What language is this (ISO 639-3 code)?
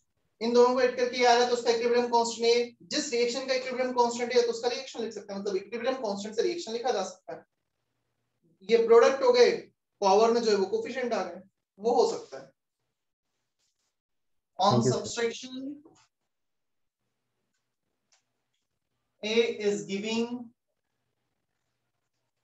hin